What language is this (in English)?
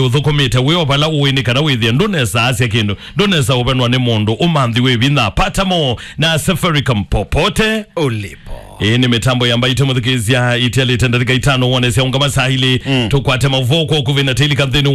Kamba